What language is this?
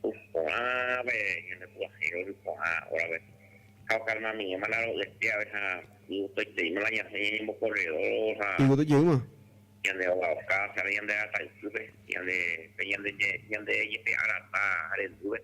Guarani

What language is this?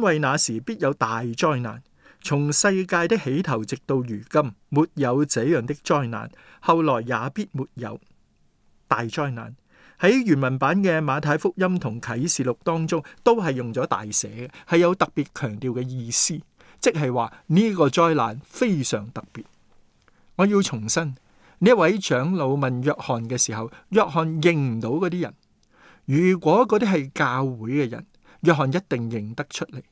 Cantonese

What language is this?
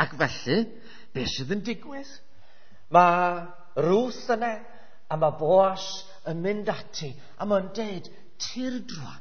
Welsh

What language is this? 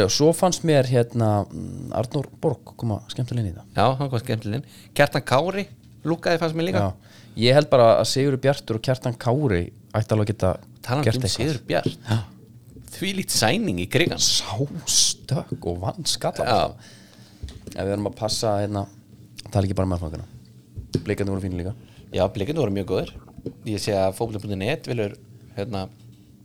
Icelandic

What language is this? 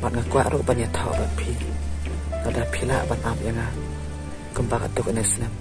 Khasi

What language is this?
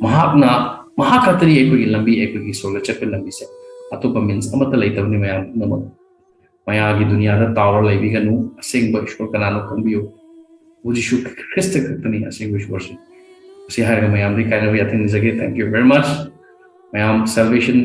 Manipuri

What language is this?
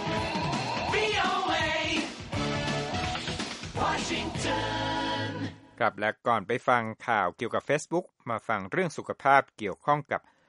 Thai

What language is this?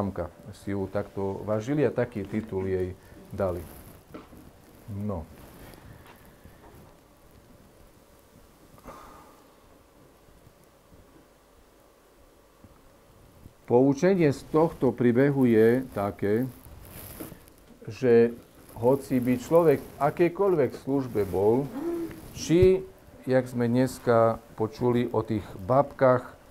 Slovak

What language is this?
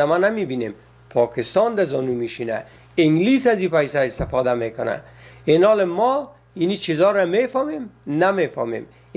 Persian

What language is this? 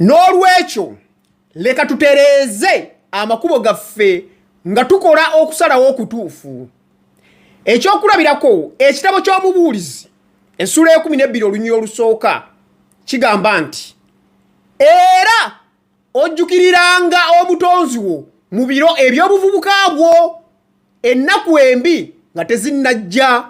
Ganda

